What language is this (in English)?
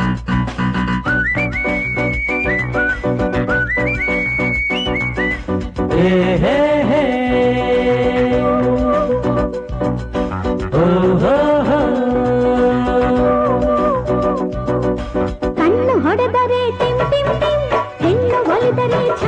Kannada